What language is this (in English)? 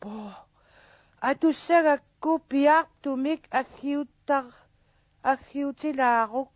Kalaallisut